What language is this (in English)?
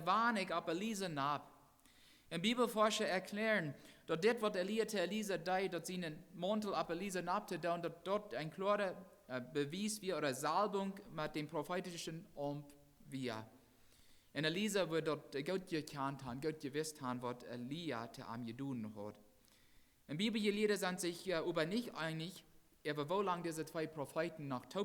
Plautdietsch